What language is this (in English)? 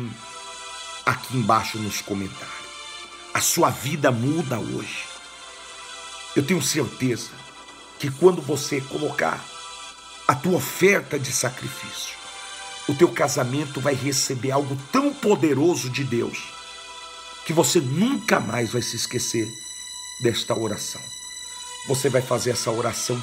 Portuguese